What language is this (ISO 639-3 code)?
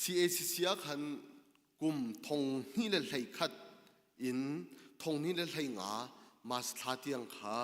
cnh